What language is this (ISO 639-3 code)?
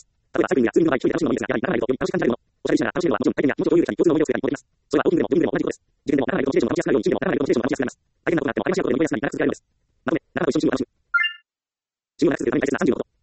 jpn